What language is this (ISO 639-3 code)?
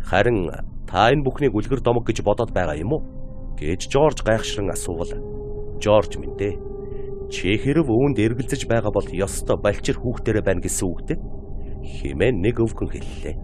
mon